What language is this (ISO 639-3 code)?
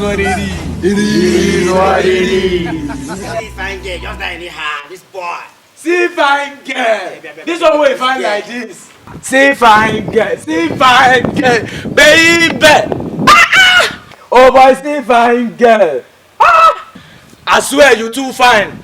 pcm